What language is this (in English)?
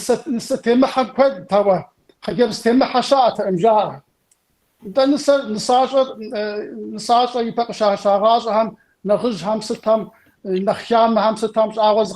Kabardian